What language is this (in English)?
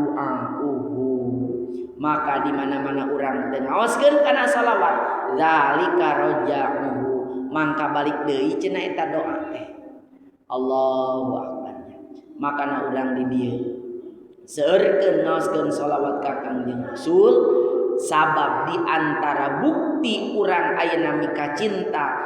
Sundanese